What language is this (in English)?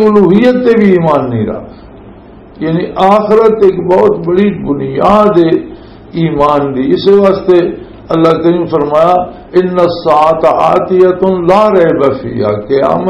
Western Panjabi